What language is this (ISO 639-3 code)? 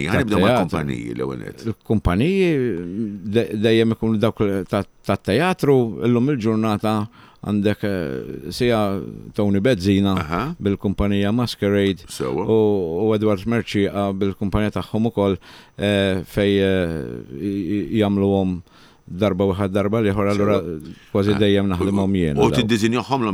mlt